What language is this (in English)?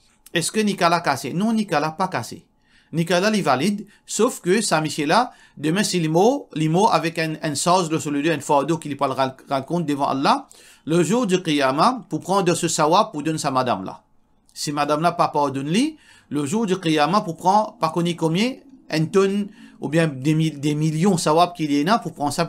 Morisyen